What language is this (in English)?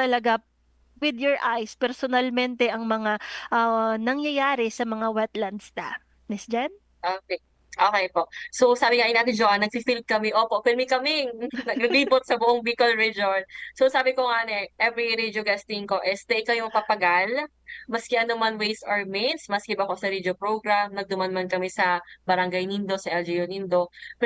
Bikol